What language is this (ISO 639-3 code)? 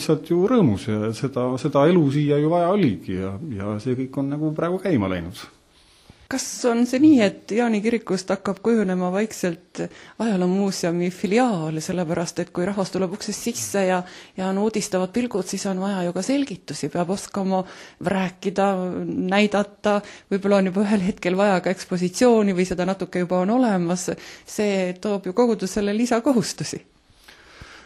est